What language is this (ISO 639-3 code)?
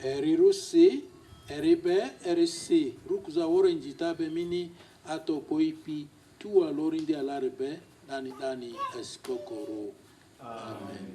lgg